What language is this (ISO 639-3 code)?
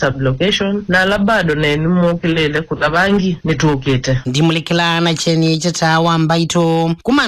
kam